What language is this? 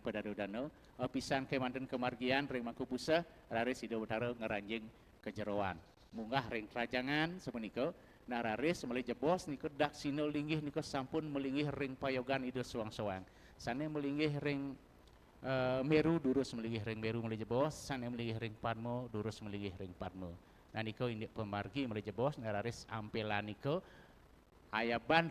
Balinese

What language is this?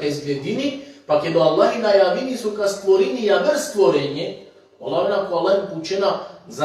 Balkan Romani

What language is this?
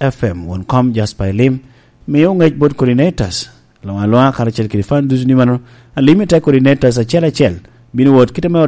Lango (Uganda)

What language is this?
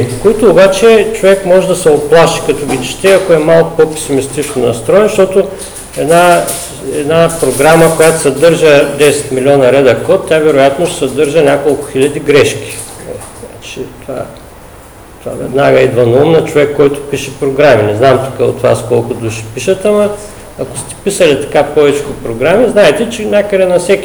Bulgarian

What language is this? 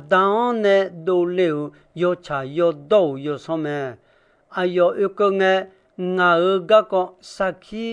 Akha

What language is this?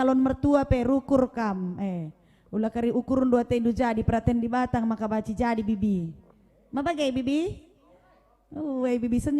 Batak Karo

